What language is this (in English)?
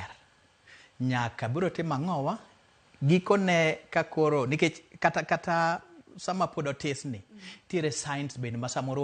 Luo (Kenya and Tanzania)